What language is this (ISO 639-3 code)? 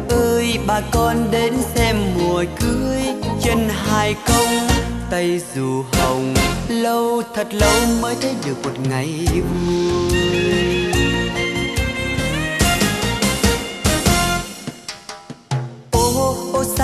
vie